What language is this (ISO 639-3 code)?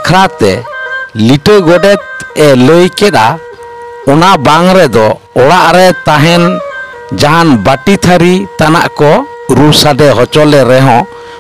sat